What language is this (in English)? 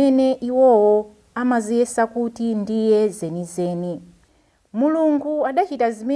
Nyanja